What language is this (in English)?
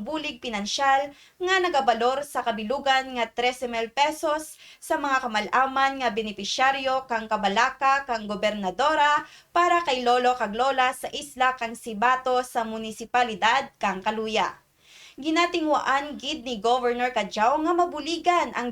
Kinaray-a